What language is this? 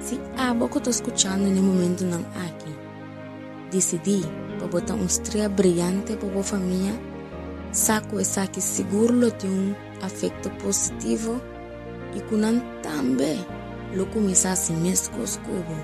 Papiamento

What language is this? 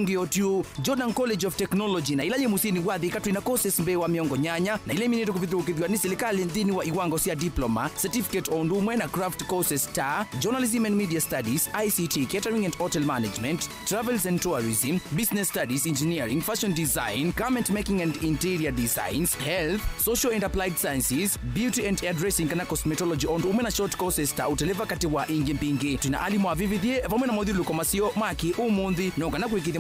Kamba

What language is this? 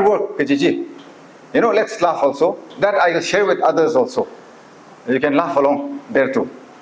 Tangkhul Naga (India)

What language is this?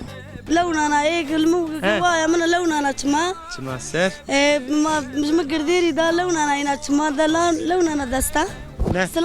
Zaza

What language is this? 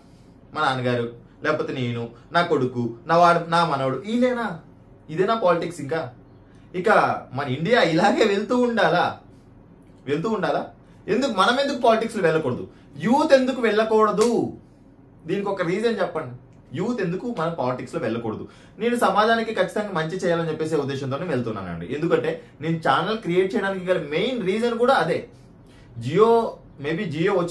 Telugu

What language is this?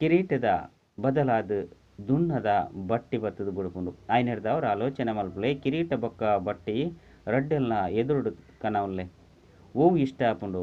Tulu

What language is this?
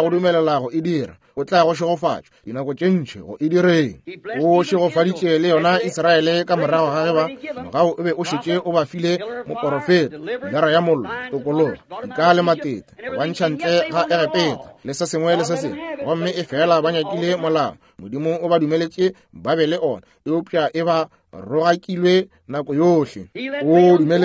Northern Sotho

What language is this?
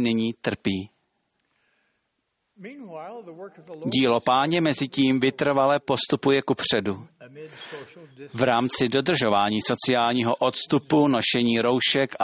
Czech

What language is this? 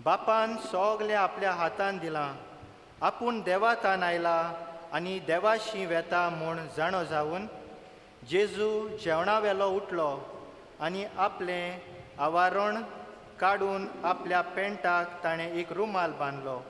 Konkani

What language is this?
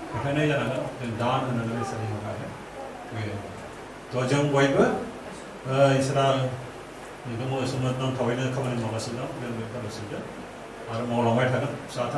Bodo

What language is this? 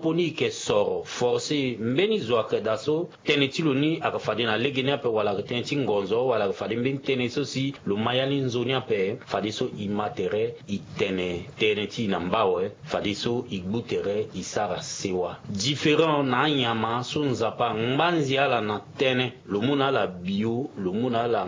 Sango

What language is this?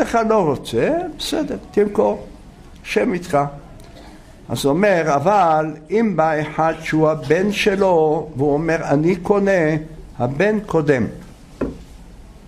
Hebrew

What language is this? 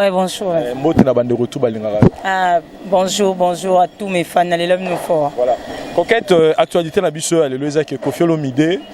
Lingala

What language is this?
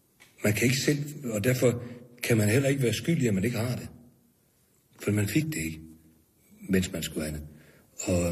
Danish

